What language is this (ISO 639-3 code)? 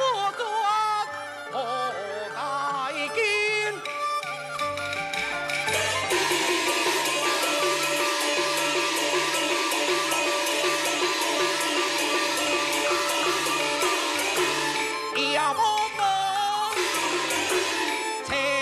nan